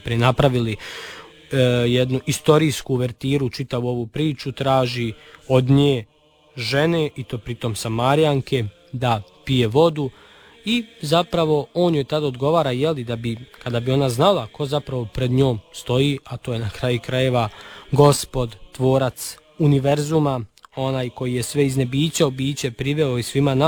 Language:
Serbian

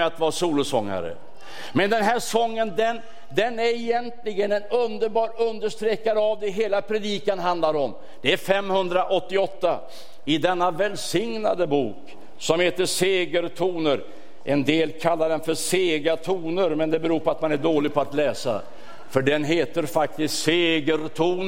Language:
Swedish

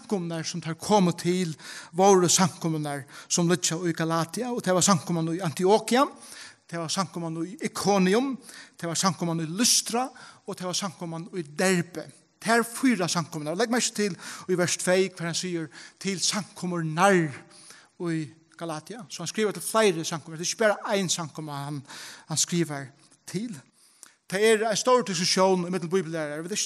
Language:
Faroese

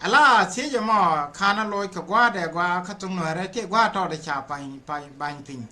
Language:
Nuer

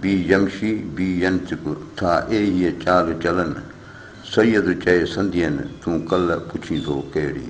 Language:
Sindhi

